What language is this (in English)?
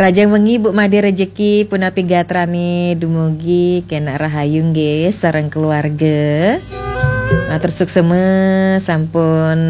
Balinese